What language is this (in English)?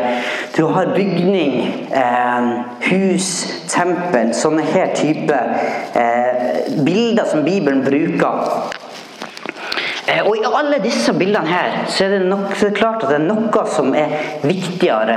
Norwegian